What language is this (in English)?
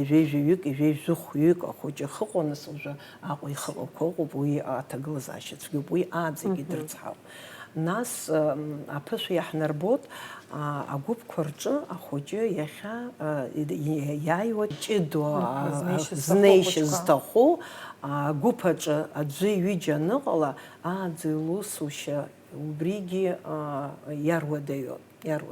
Abkhazian